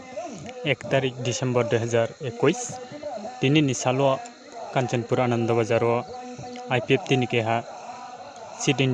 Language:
Riang (India)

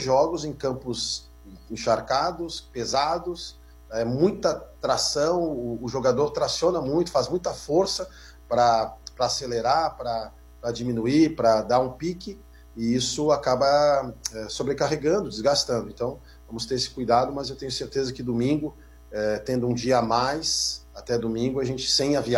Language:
Portuguese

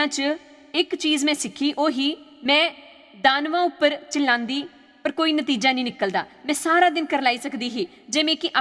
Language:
Dogri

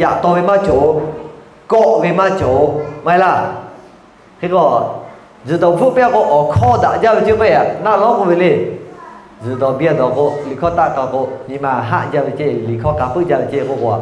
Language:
Lahu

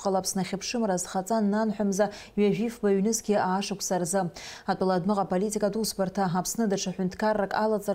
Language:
Abkhazian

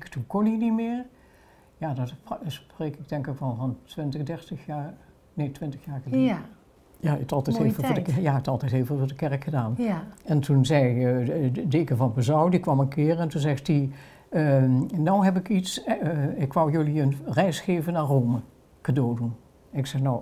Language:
Dutch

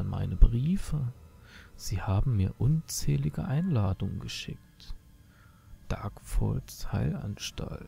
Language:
German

